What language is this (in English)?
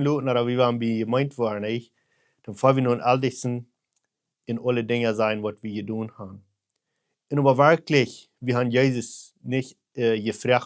Plautdietsch